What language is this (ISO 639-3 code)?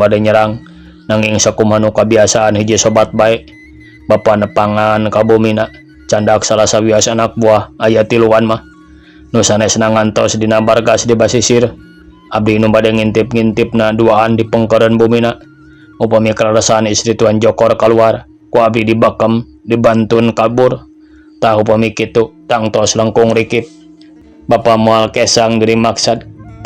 sun